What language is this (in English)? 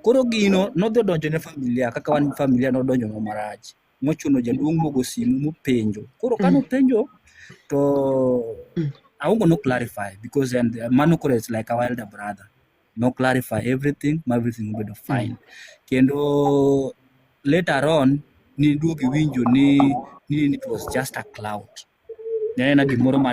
Luo (Kenya and Tanzania)